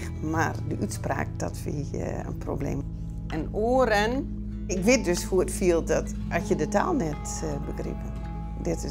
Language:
Western Frisian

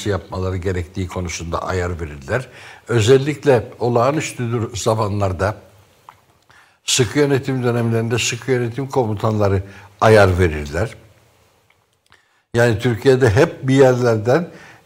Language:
Turkish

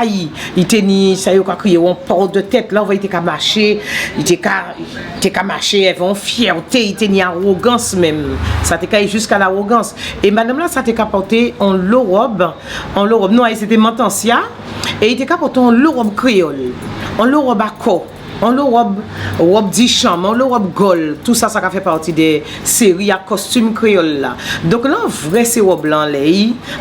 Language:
Guadeloupean Creole French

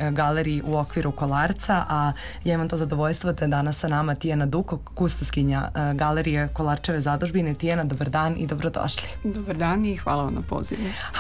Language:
Serbian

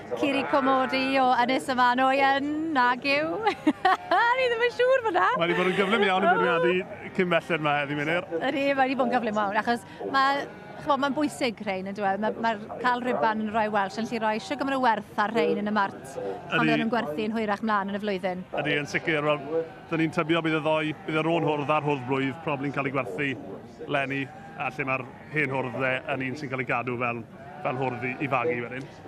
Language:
Welsh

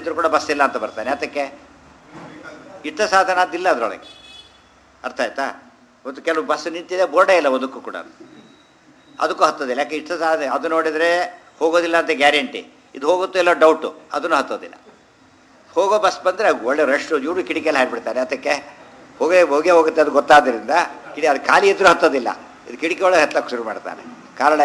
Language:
Kannada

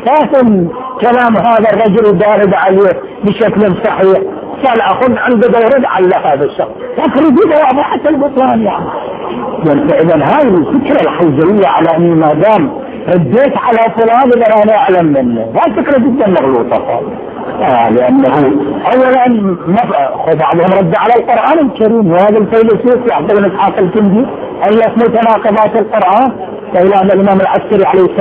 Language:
Arabic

